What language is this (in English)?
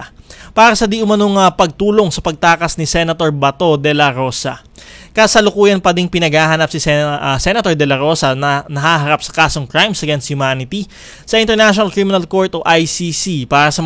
Filipino